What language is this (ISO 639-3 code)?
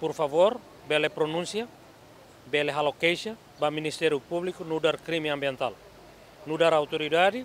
tet